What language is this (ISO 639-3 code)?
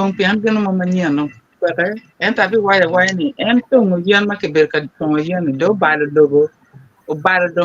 ach